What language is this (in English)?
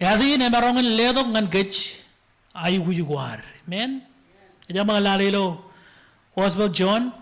Marshallese